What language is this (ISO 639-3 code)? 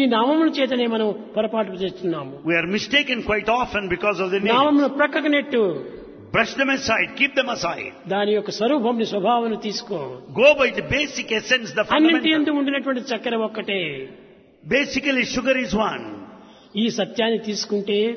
tel